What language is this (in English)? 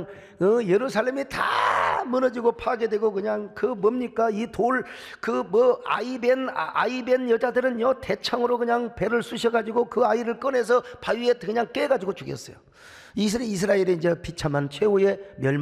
Korean